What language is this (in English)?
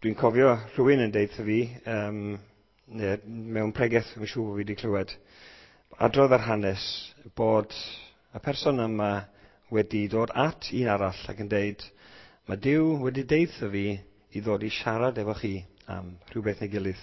Welsh